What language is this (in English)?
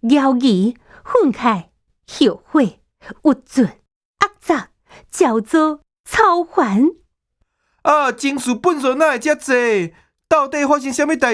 Min Nan Chinese